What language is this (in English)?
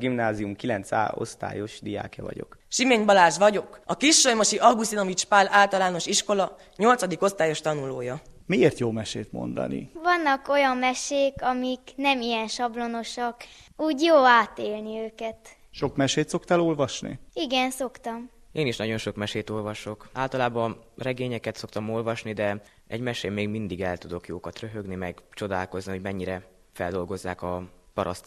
Hungarian